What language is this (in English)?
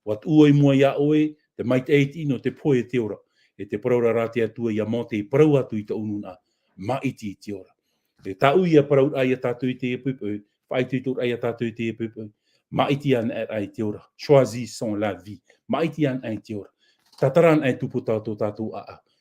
Tahitian